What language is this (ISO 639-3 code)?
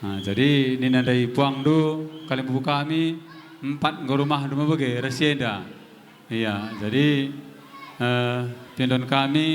btx